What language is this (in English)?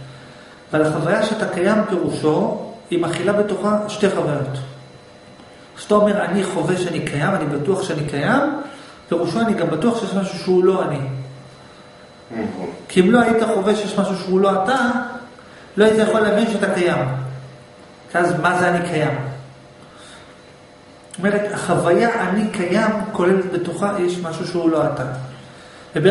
Hebrew